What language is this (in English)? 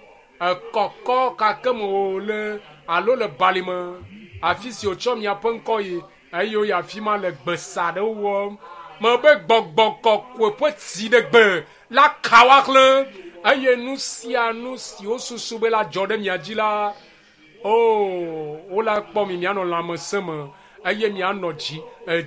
Ewe